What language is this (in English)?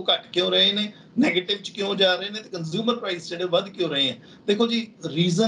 Punjabi